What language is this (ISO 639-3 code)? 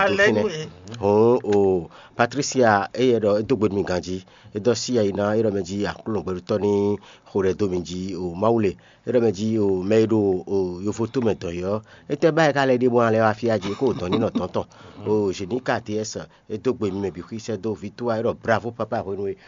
fon